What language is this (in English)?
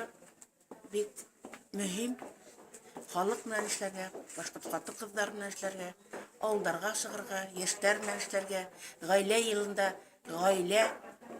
Bashkir